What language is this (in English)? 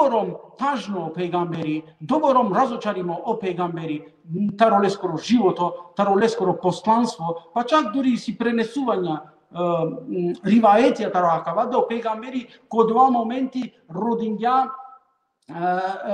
Balkan Romani